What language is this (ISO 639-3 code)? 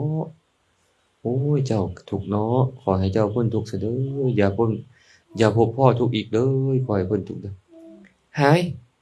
lao